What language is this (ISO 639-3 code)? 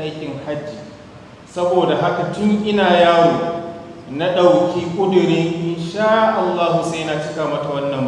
hau